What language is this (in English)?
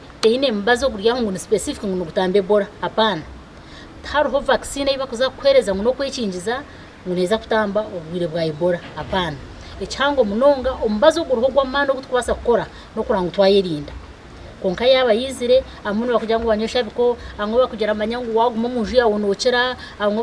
Nyankole